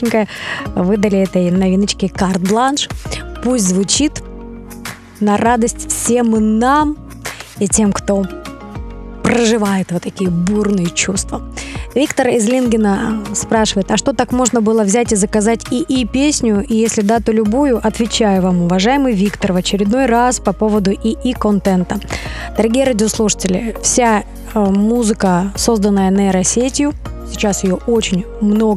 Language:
Russian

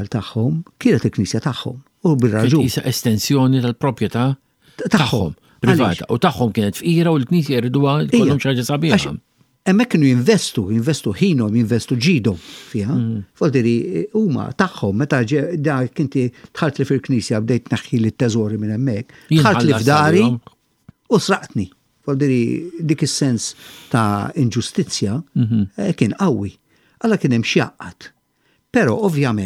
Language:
Maltese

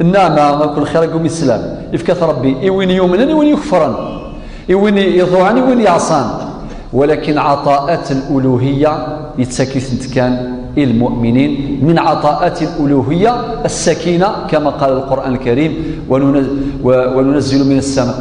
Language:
Kabyle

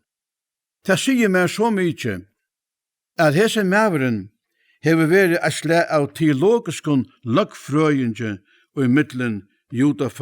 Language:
Faroese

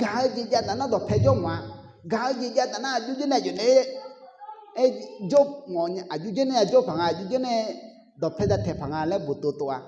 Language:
Akha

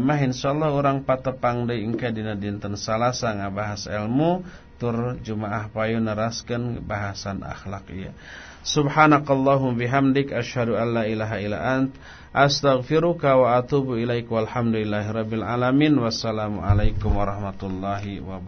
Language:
Sundanese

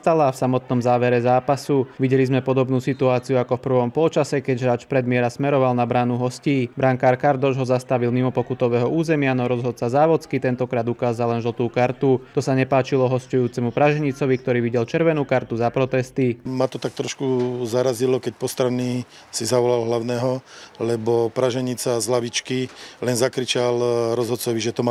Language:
Slovak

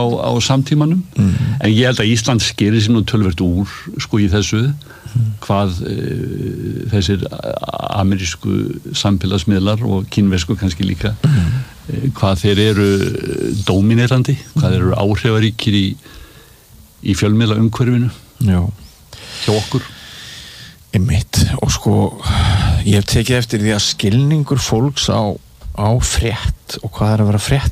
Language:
Icelandic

